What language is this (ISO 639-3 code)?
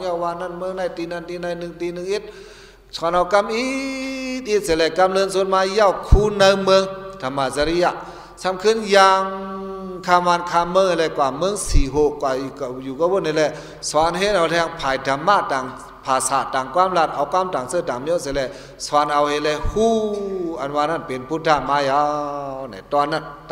shn